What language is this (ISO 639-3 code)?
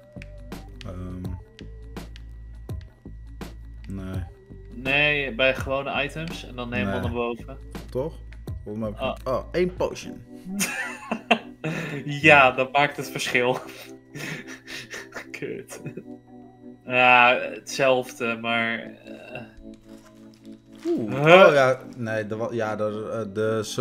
nld